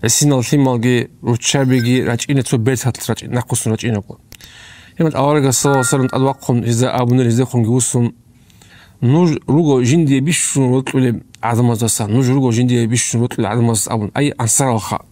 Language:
Avaric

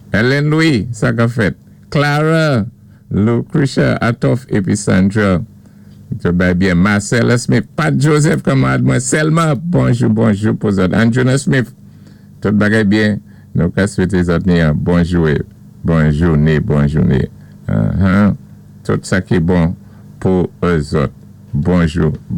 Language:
Saint Lucian Creole French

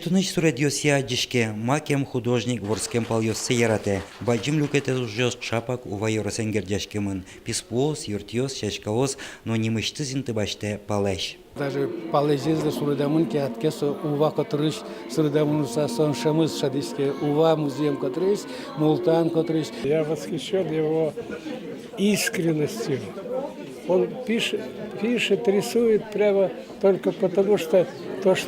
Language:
Udmurt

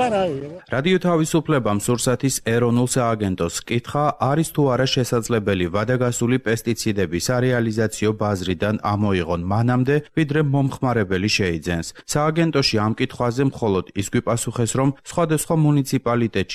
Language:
Georgian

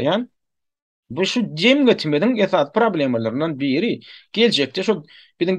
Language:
Turkmen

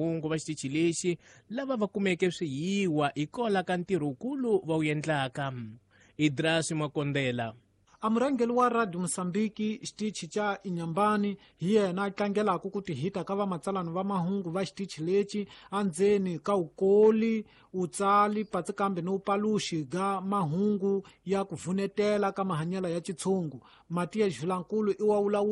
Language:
Tsonga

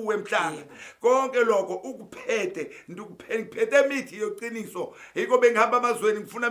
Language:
Zulu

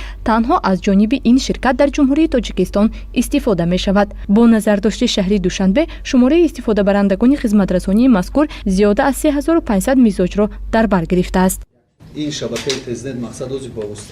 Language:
Tajik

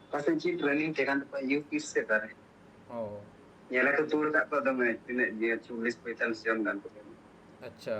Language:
Santali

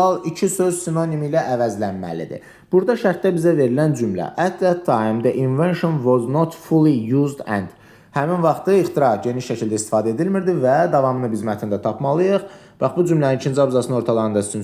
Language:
Azerbaijani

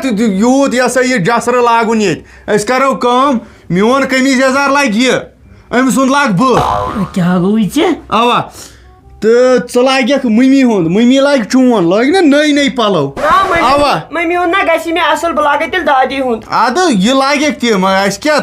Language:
Kashmiri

